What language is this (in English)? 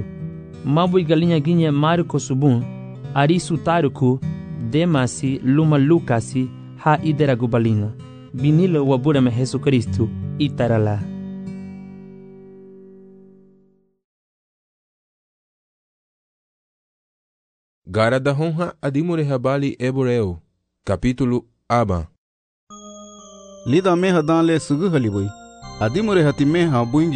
Garifuna